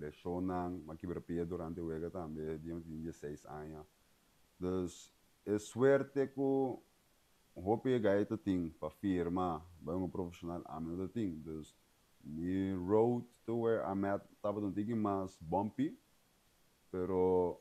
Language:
Papiamento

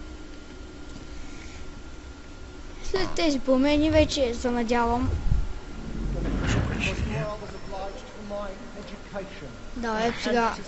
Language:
Bulgarian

